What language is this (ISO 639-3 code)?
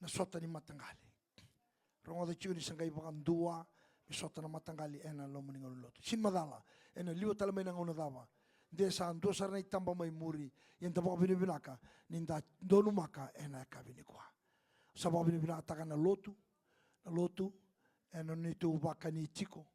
fij